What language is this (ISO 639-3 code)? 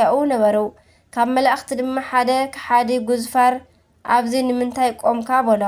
tir